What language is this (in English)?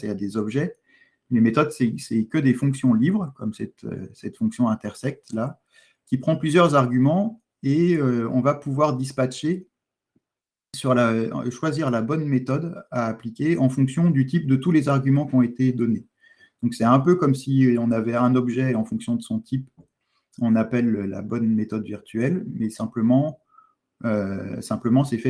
French